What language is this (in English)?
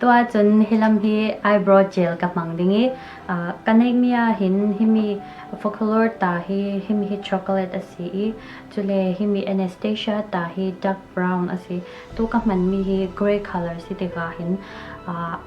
Falam Chin